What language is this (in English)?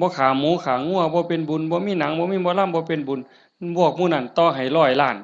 Northeastern Thai